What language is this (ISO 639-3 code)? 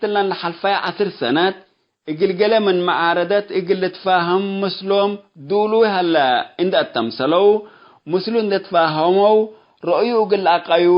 tig